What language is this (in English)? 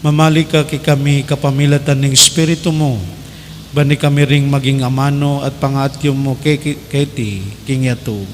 Pampanga